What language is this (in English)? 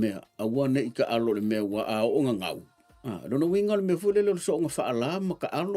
Samoan